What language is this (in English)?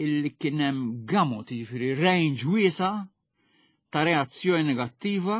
Maltese